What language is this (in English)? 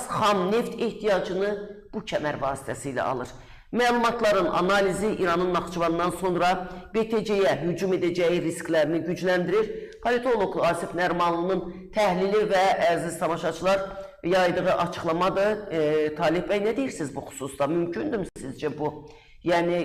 Azerbaijani